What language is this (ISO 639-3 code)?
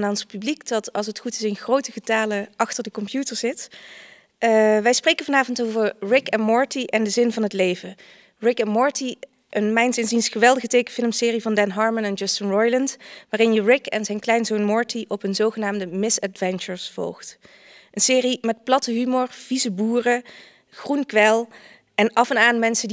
nld